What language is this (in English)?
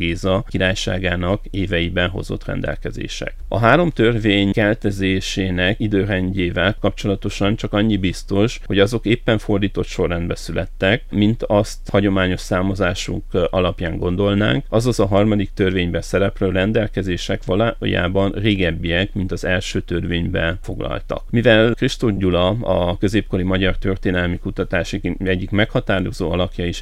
Hungarian